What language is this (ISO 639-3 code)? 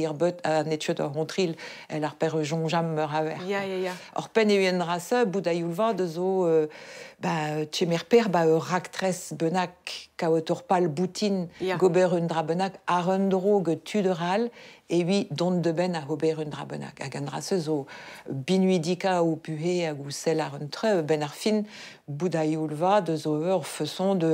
bre